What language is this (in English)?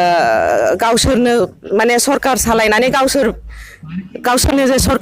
Bodo